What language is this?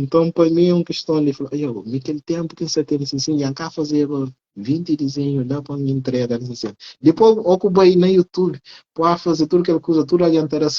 Kabuverdianu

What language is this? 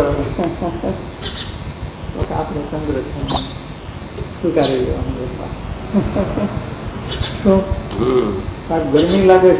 Gujarati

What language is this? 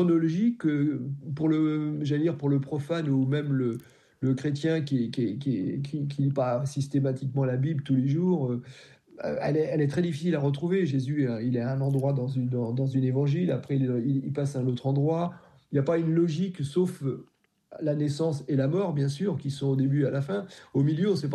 French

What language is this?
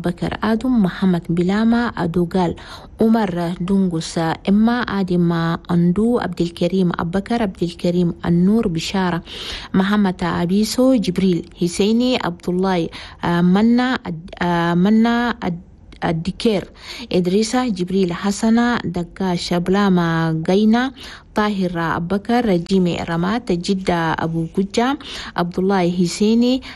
Chadian Arabic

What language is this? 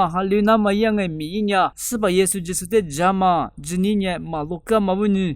Lisu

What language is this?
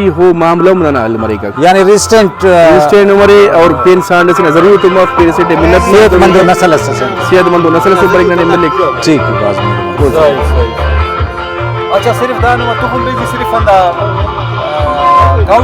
Brahui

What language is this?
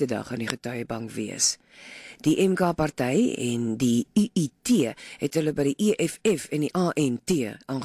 Afrikaans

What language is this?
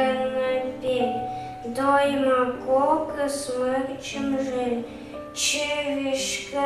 Komi-Permyak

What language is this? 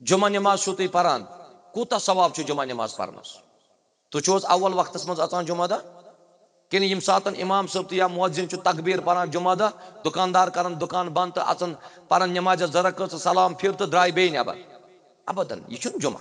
Kashmiri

